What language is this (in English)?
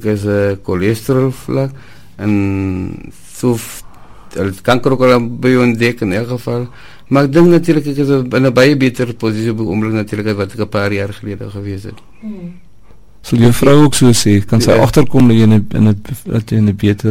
Afrikaans